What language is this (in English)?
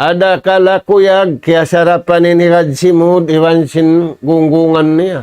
Tausug